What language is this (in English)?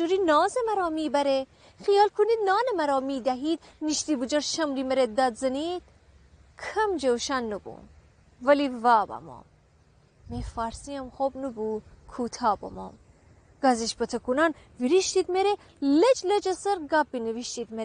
Gilaki